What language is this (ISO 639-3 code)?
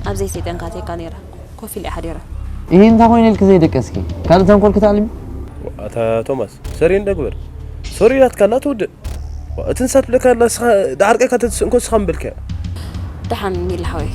tir